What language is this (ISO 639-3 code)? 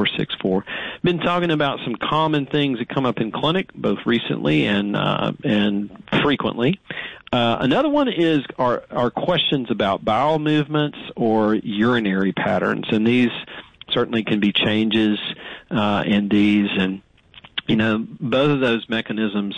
eng